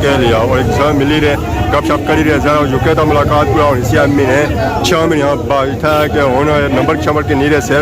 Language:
Pahari-Potwari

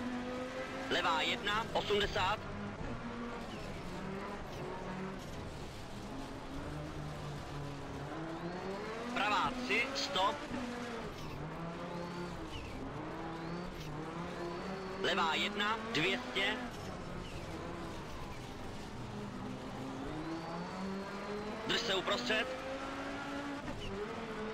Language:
Czech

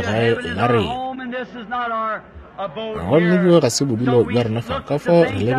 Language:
Northern Sotho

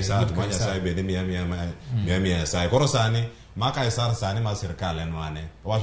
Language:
Luo (Kenya and Tanzania)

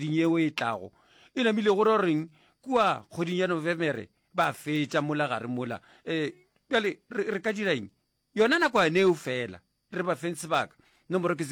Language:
Northern Sotho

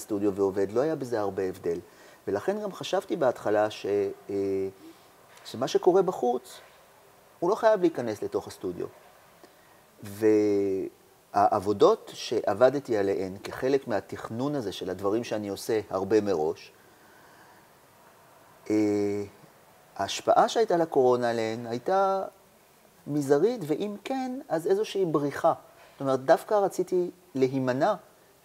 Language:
Hebrew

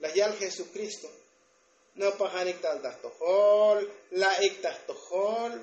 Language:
Tzotzil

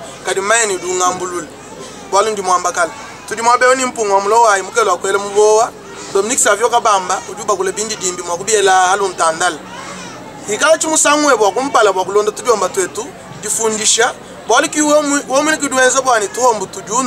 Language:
Luba-Lulua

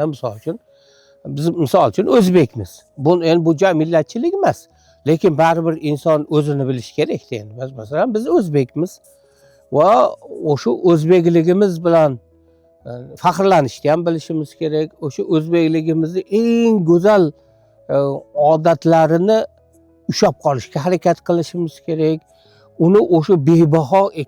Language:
Uzbek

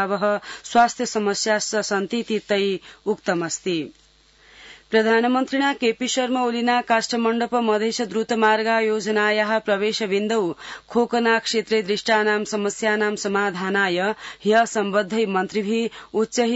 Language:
Sanskrit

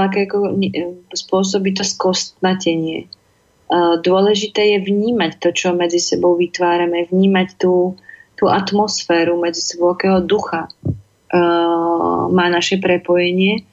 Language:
Slovak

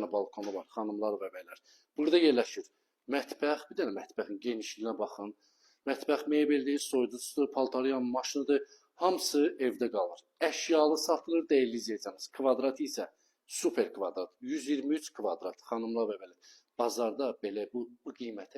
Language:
Azerbaijani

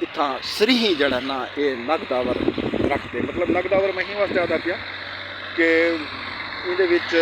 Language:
Saraiki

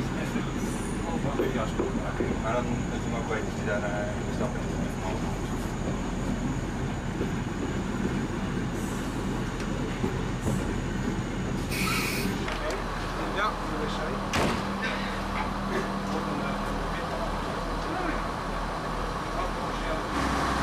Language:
Dutch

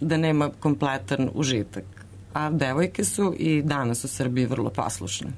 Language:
Serbian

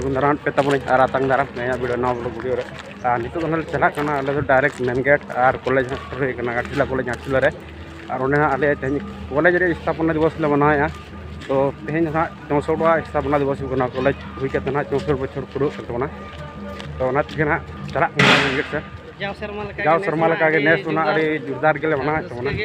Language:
Santali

